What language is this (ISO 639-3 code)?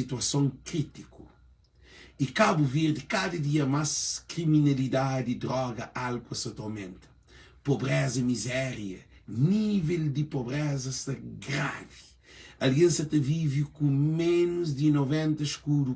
kea